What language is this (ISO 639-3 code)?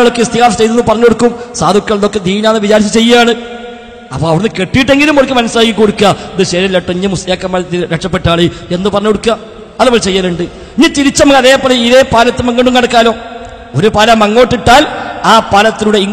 mal